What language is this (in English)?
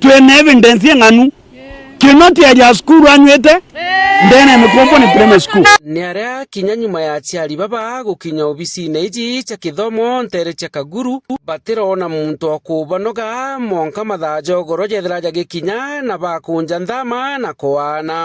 Meru